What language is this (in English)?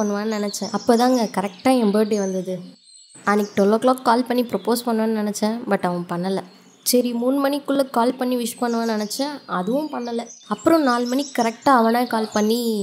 Tamil